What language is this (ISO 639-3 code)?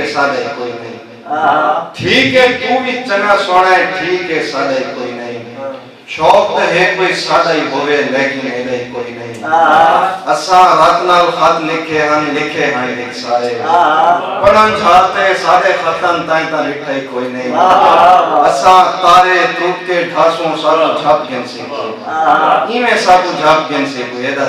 skr